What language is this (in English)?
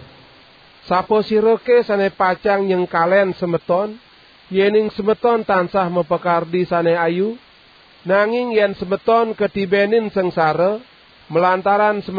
Balinese